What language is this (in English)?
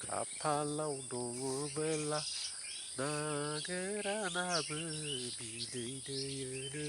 Bodo